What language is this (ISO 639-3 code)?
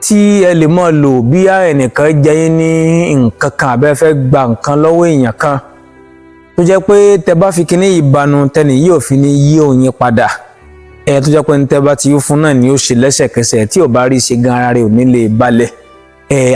yor